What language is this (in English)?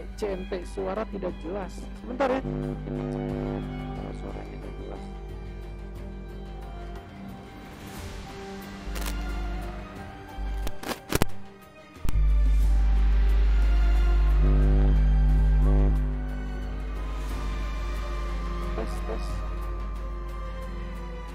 Indonesian